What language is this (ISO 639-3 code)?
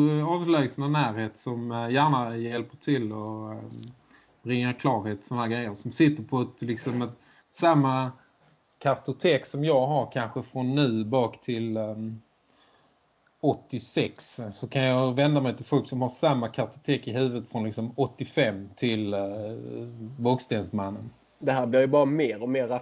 swe